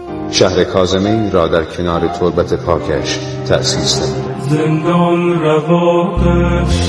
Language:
Persian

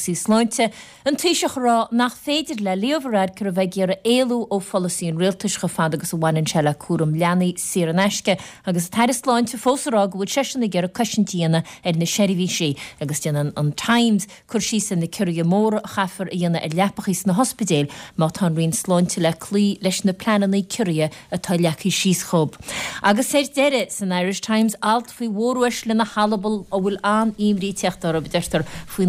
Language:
Irish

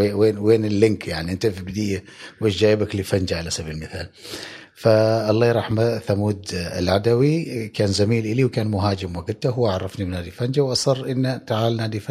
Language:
Gulf Arabic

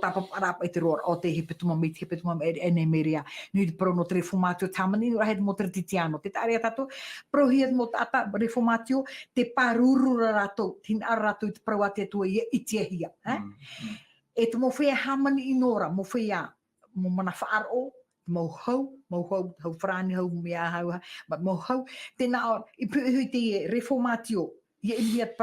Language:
Tahitian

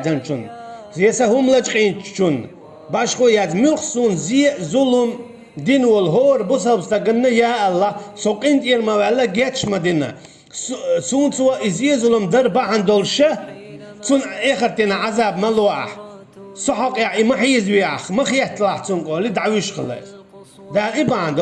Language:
Chechen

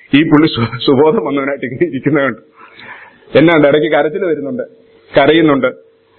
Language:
Malayalam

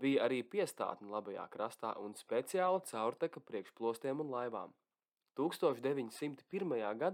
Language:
Latvian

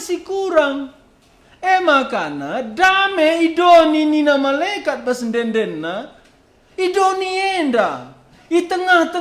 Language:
Batak Karo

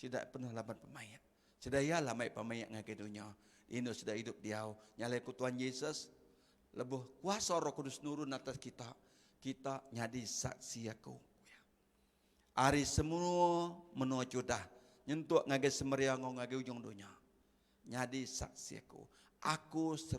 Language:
Iban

